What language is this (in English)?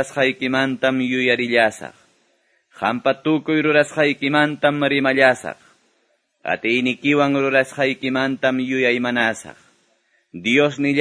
Quechua